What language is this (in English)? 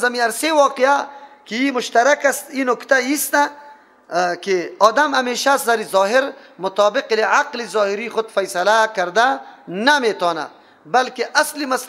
Persian